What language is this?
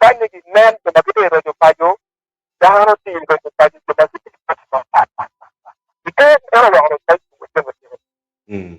Acoli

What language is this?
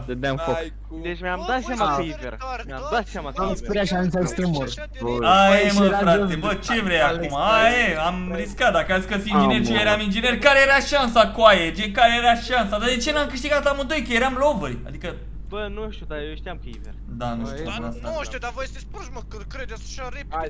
Romanian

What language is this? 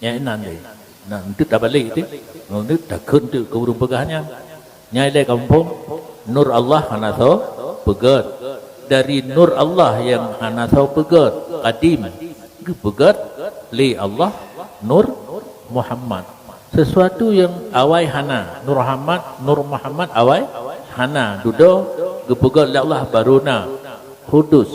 Achinese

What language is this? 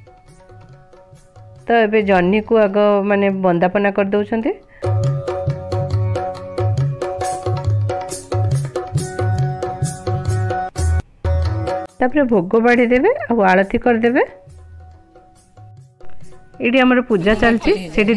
Odia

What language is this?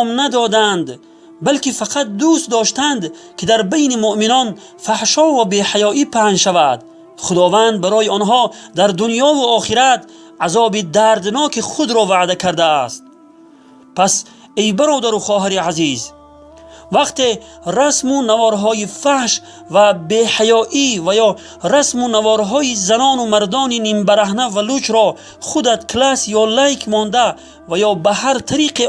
Tajik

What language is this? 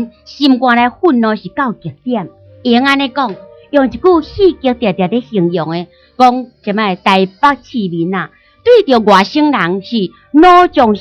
Min Nan Chinese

